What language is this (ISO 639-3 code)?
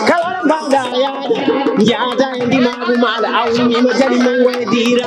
ful